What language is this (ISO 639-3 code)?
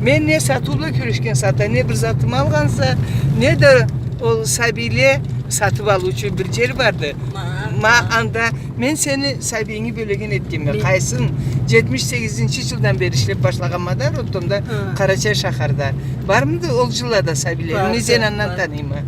krc